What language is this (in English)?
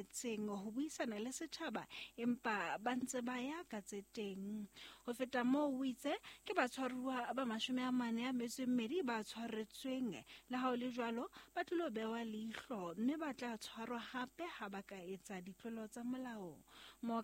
Southern Sotho